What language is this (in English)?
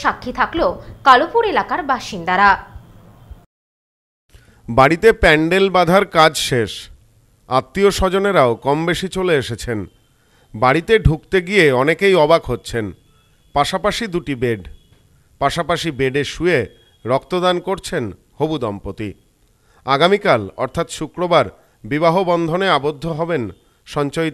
Bangla